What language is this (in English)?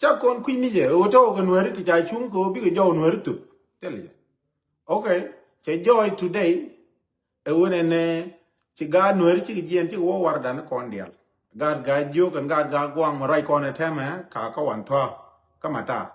Nuer